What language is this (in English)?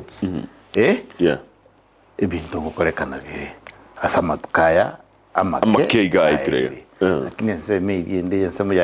Gusii